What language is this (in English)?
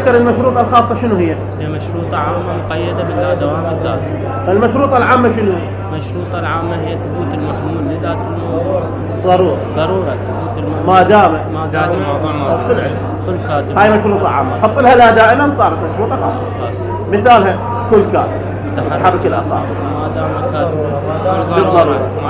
Mesopotamian Arabic